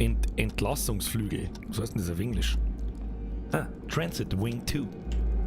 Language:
Bavarian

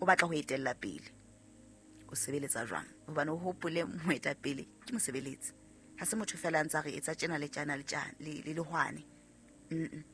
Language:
Southern Sotho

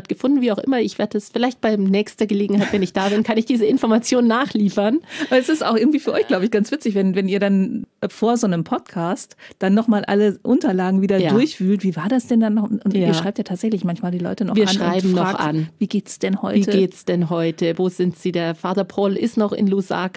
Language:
German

